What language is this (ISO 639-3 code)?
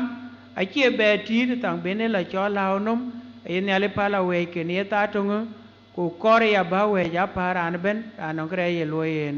din